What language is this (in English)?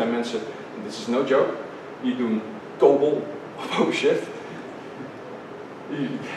Dutch